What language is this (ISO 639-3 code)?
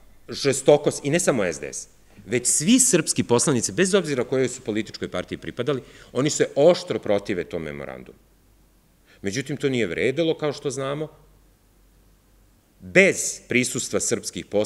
srp